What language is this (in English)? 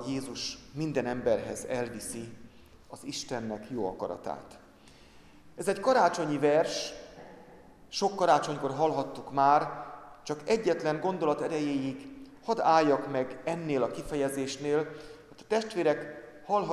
Hungarian